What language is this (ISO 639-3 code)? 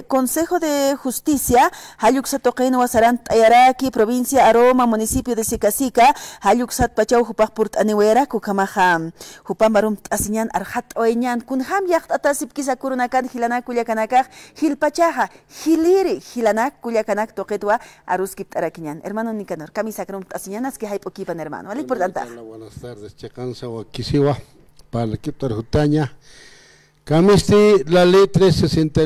aym